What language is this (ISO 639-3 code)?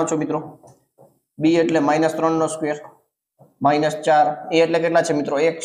guj